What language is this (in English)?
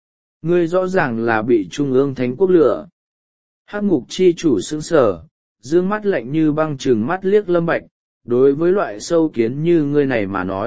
Vietnamese